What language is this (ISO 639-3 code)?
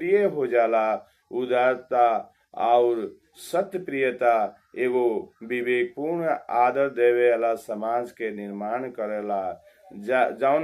bho